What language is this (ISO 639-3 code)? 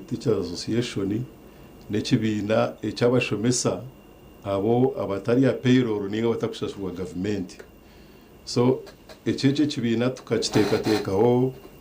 nyn